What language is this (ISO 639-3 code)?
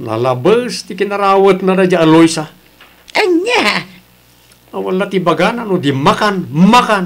ilo